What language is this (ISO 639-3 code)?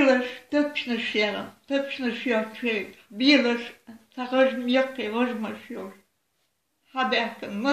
che